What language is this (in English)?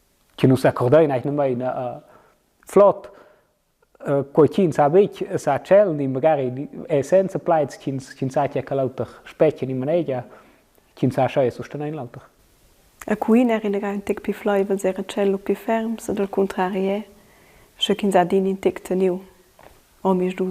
Romansh